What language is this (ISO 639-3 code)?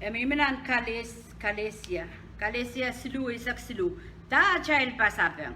pon